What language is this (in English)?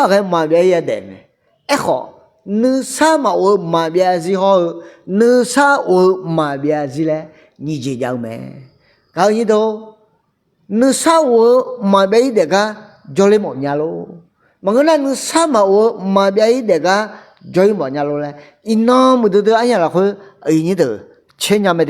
Akha